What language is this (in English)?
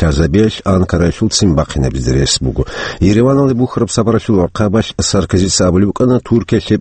Avaric